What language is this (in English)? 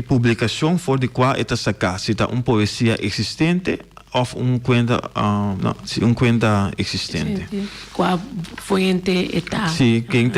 Papiamento